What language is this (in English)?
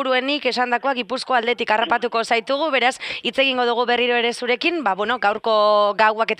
Basque